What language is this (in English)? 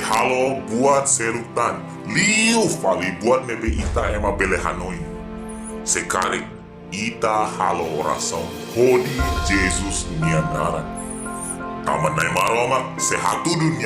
Tetum